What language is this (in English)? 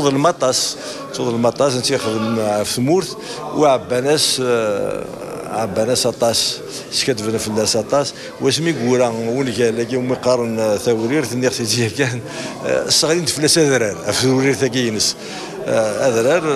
Kabyle